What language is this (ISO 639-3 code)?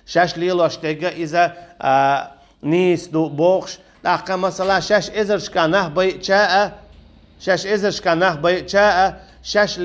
che